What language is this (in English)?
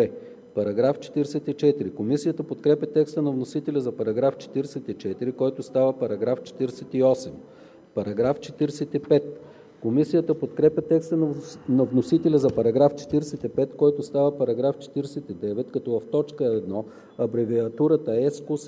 Bulgarian